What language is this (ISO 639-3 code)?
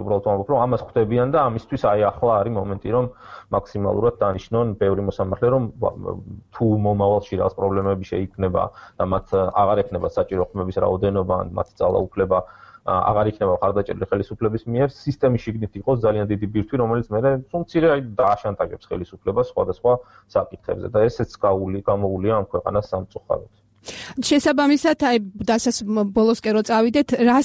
kat